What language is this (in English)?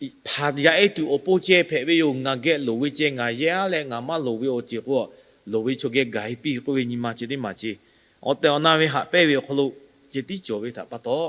Lahu